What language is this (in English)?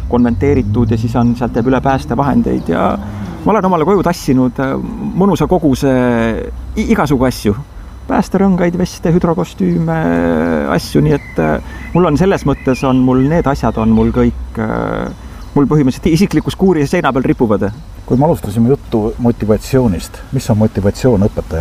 Estonian